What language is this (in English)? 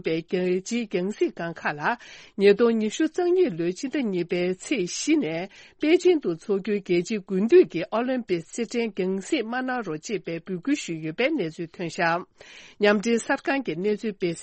Tibetan